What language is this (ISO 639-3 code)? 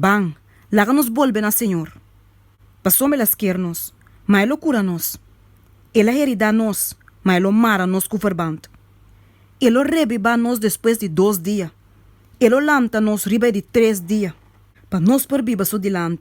pap